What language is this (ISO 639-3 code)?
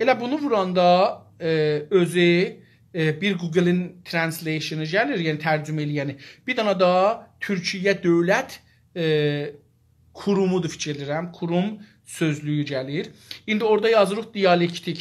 azb